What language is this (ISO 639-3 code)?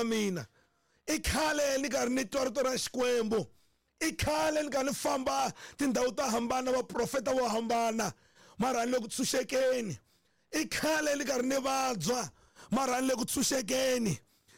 tso